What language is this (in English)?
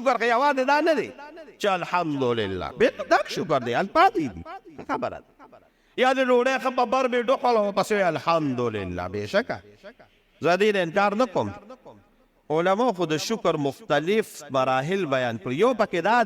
Pashto